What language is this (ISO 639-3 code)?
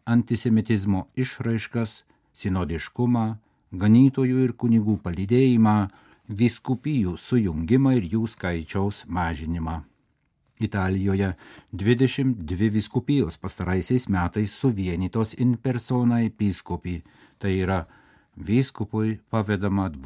lit